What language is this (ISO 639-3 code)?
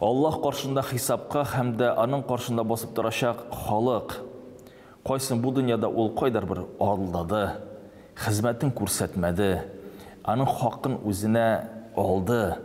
tat